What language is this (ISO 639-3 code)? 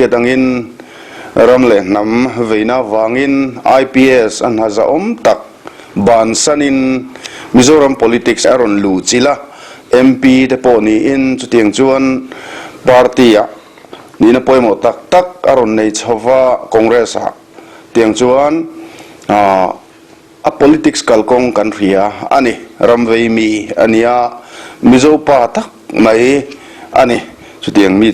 lus